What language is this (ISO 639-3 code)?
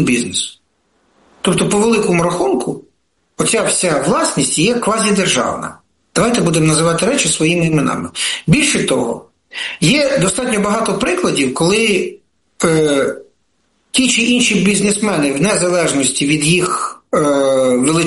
ukr